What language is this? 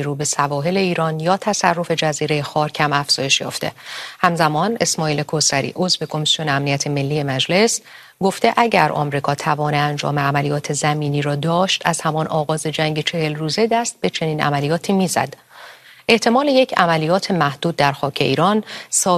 Persian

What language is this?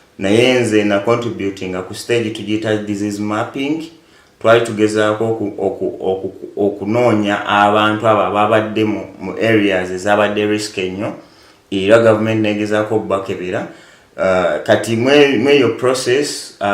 Ganda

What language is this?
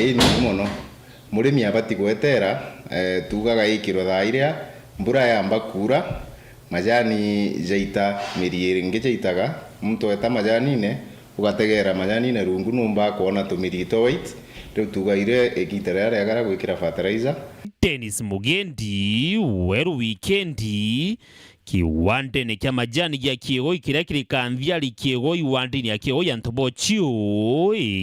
Meru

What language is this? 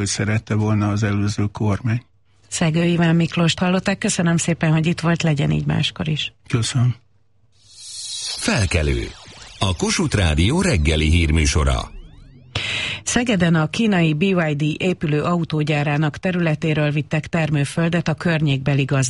Hungarian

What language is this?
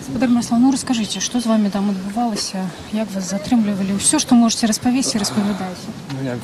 Belarusian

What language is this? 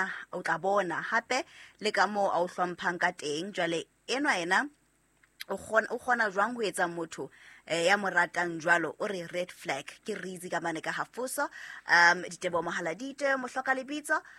Southern Sotho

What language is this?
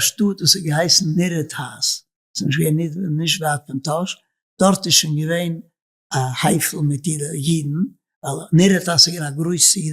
Yiddish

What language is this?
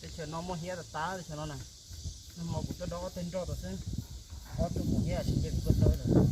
Hmong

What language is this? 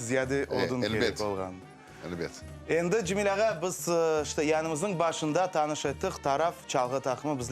Crimean Tatar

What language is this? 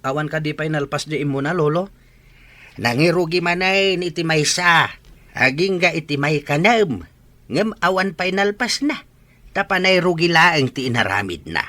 Iloko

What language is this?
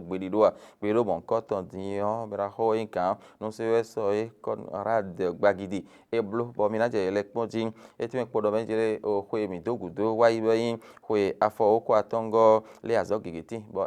Fon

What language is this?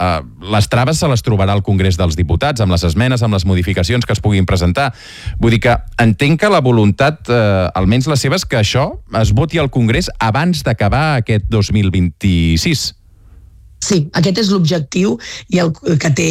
Catalan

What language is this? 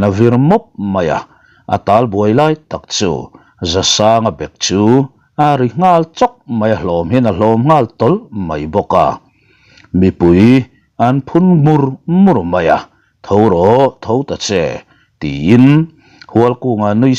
Mizo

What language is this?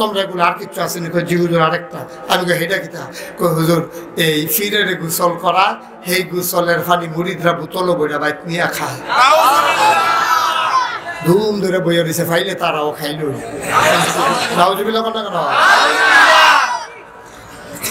Bangla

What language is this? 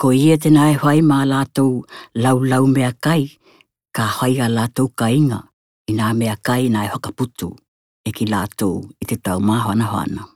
Tokelau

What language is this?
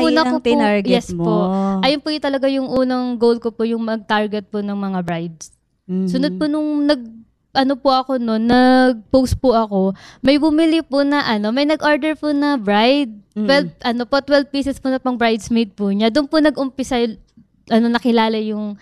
Filipino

